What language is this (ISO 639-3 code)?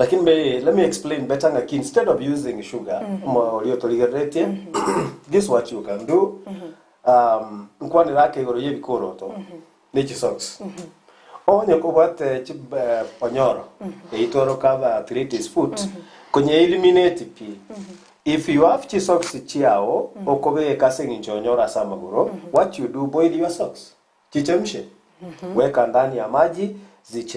guz